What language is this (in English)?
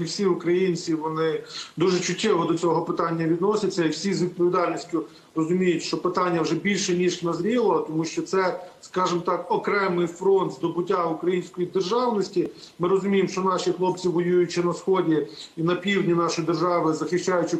Ukrainian